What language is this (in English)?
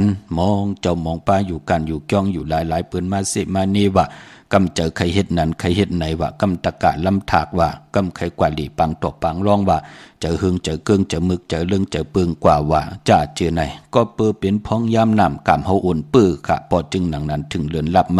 Shan